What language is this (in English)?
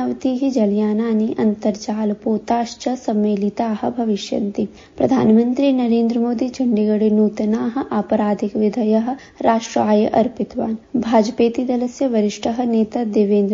Sanskrit